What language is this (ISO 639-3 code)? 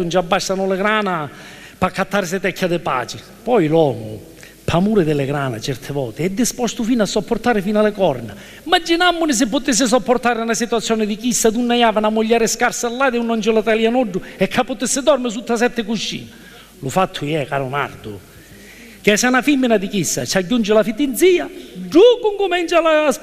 scn